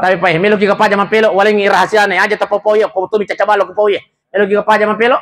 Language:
Buginese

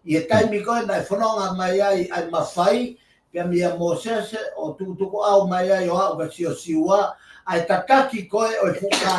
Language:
Tongan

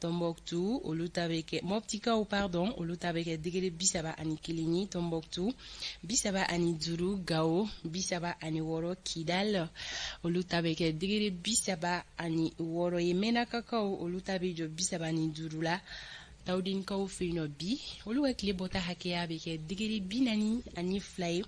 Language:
Bambara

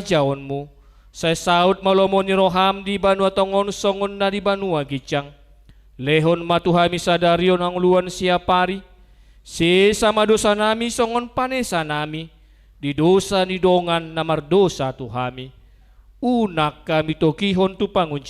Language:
Batak Toba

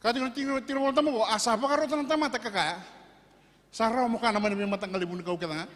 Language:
Fijian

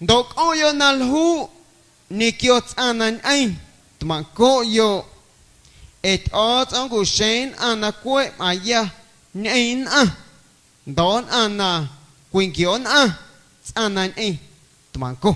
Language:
Guerrero Amuzgo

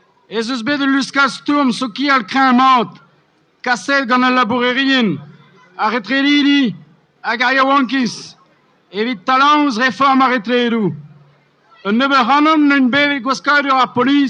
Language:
Breton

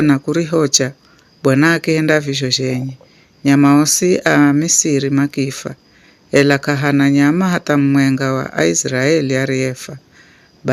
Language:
Giryama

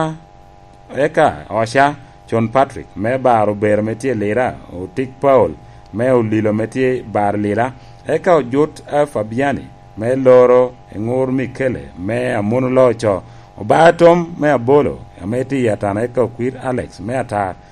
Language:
Lango (Uganda)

